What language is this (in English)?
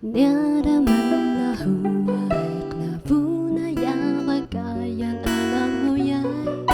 Atayal